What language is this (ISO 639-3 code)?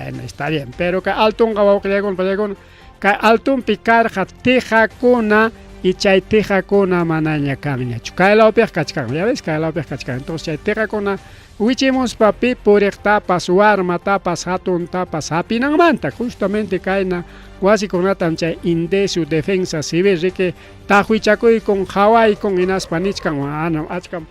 quy